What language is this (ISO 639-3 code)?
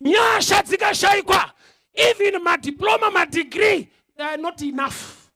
sna